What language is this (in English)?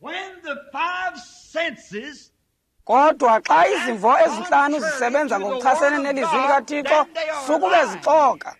Xhosa